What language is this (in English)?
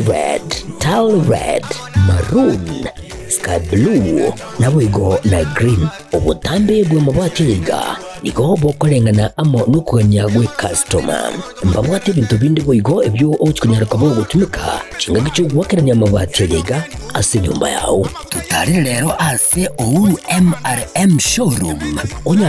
Gusii